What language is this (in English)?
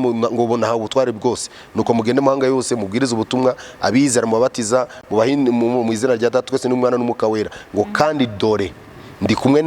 Kinyarwanda